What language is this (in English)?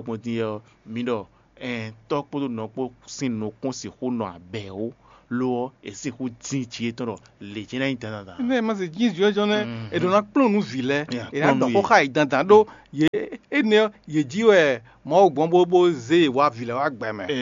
Fon